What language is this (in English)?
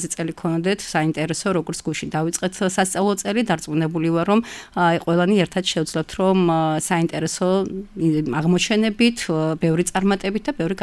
Georgian